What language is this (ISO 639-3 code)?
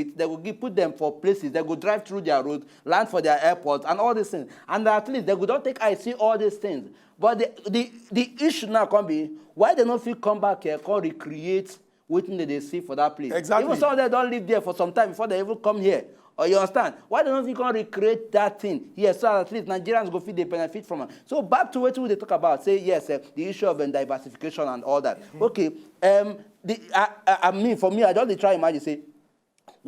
pcm